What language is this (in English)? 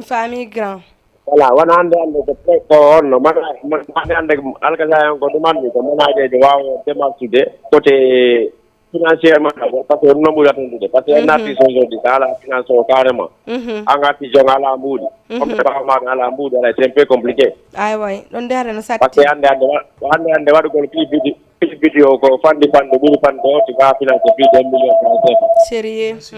Fula